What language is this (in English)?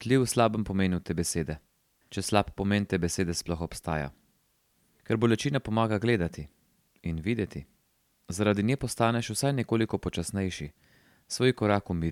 Slovenian